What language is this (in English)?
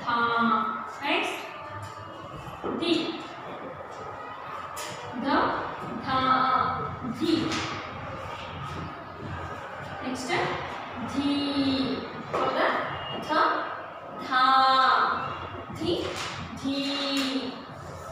Kannada